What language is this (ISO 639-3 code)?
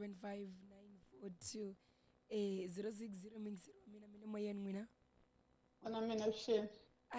tso